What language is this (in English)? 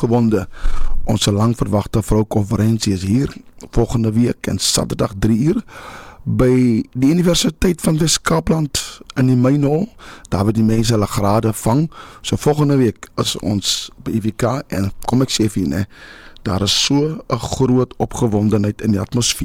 Afrikaans